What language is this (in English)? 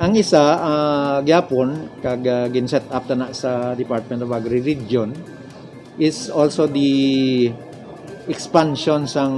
Hiligaynon